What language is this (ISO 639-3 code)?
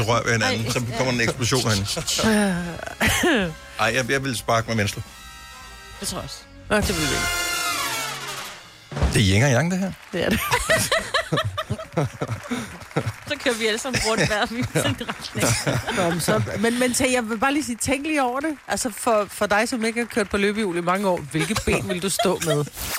dan